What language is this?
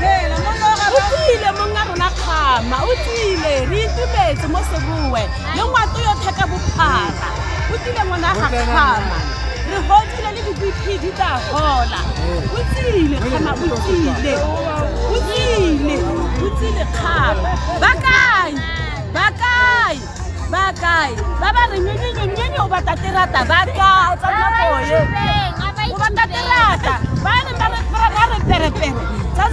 Tswana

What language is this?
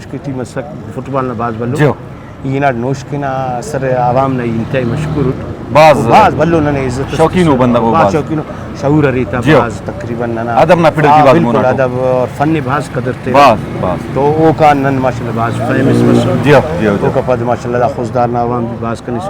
Brahui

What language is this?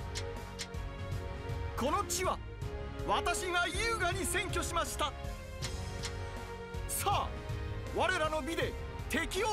Japanese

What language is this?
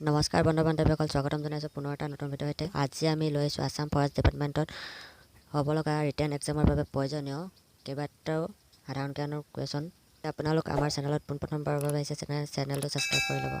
Assamese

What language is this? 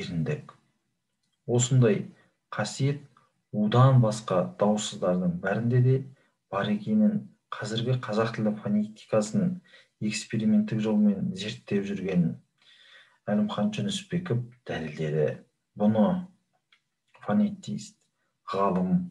Kazakh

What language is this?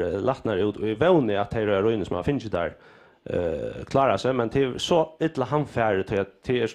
Faroese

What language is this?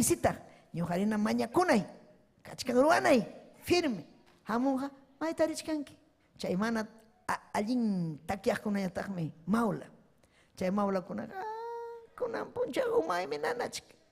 Ayacucho Quechua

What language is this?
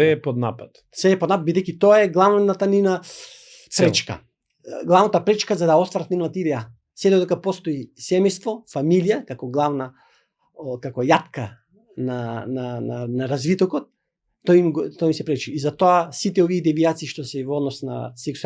Macedonian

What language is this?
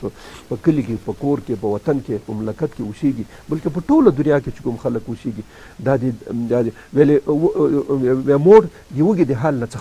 Pashto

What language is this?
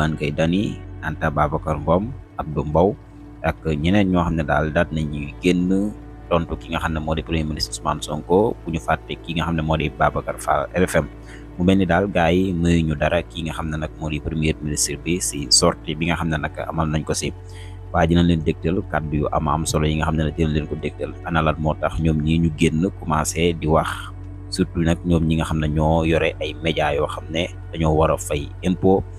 Wolof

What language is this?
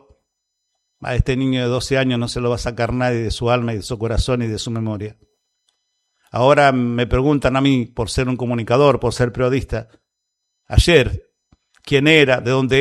Spanish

